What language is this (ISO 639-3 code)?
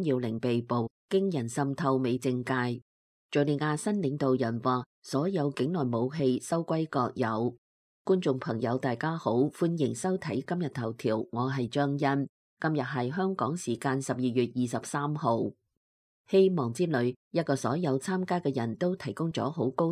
yue